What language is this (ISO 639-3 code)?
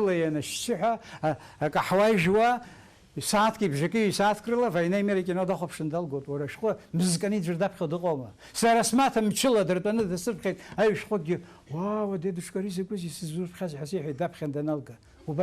abk